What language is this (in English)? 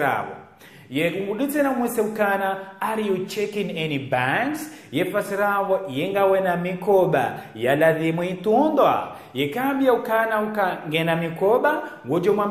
Ngazidja Comorian